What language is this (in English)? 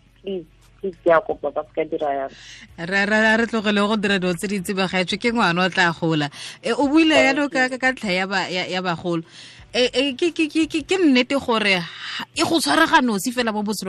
Tswana